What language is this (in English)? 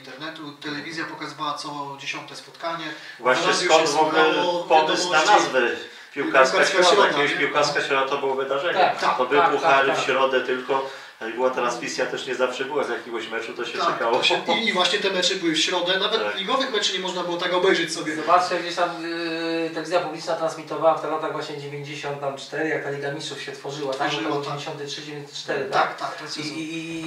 Polish